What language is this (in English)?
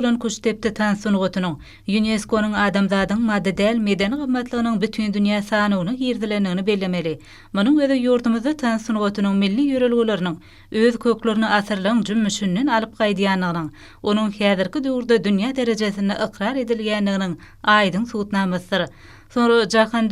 Turkmen